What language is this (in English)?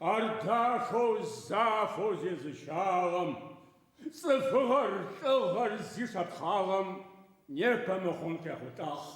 Adyghe